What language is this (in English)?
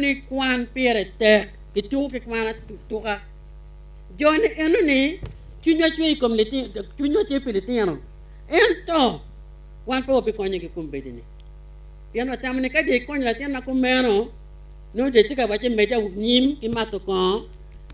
Acoli